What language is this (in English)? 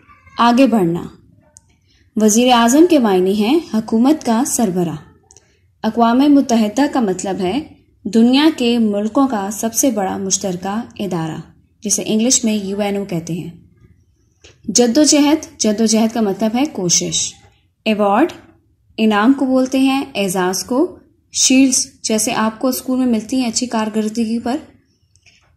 Urdu